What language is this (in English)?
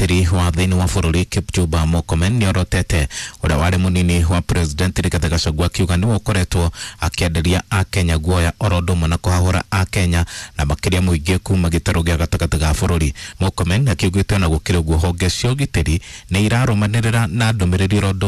Kikuyu